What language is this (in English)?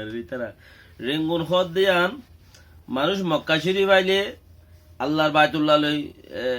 Rohingya